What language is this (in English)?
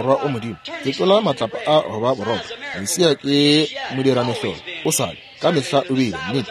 Northern Sotho